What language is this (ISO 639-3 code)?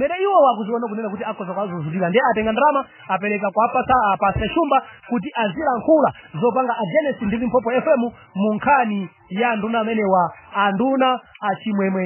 nya